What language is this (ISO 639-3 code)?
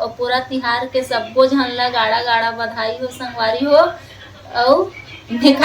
hne